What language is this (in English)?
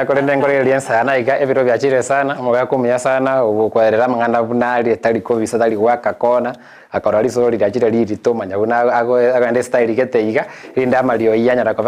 Gusii